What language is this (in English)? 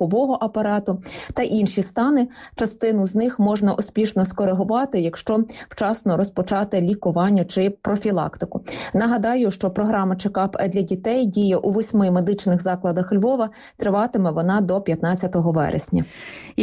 Ukrainian